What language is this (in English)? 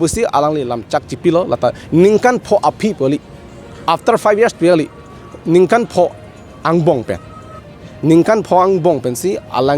Karbi